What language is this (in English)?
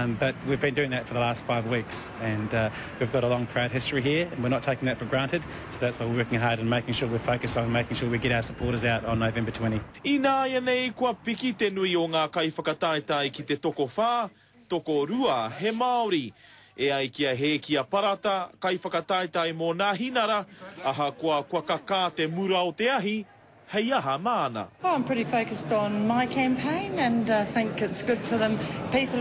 Māori